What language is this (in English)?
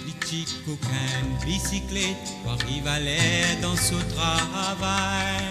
Morisyen